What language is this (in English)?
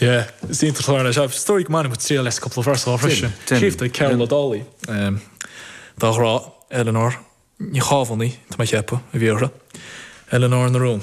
Irish